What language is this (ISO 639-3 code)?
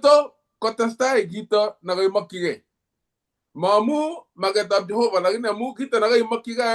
kln